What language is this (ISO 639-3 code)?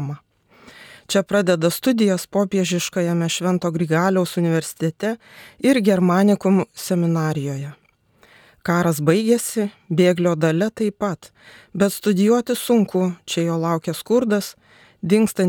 lit